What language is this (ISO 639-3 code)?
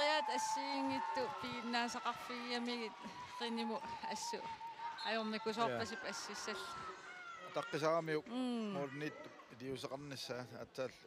kal